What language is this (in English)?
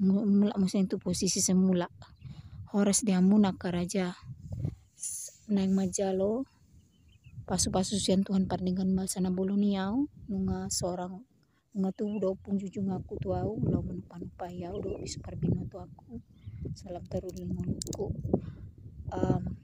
Batak Toba